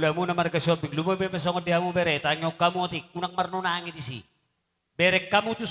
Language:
Batak Toba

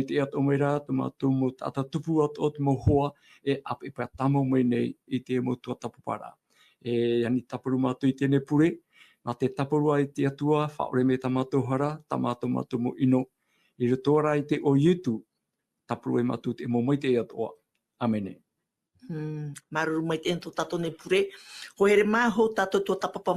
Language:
Tahitian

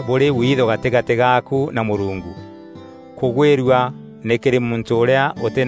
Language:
Meru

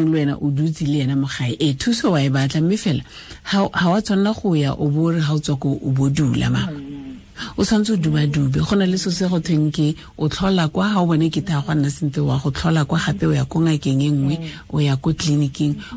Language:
Tswana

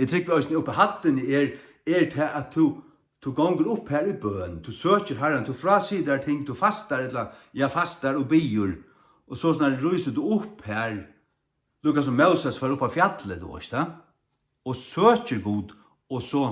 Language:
Faroese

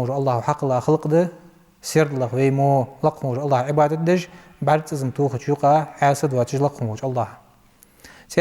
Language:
Ingush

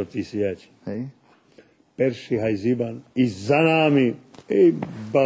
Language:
Rusyn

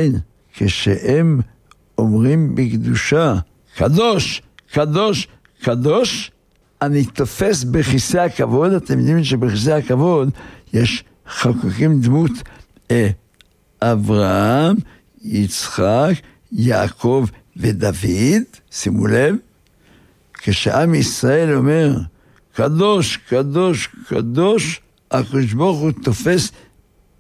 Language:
Hebrew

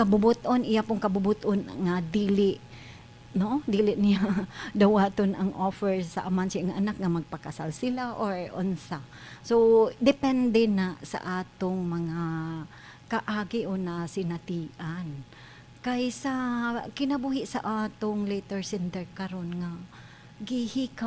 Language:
Cebuano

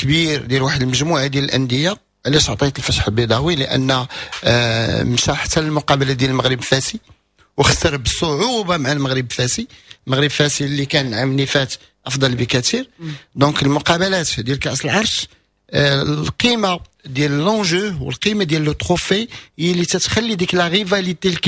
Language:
Moroccan Arabic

